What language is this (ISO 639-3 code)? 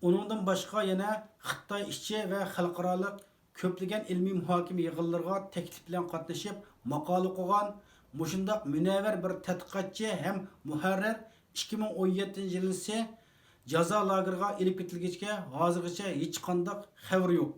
uig